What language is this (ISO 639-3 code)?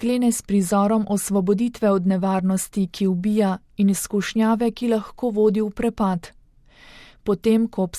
slv